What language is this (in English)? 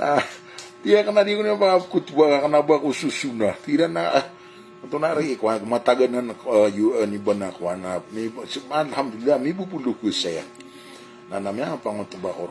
Maranao